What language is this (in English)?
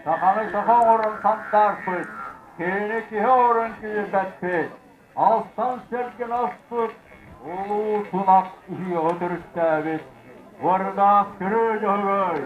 Yakut